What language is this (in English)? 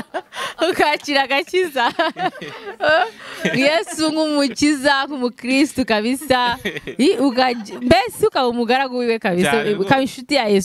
Kinyarwanda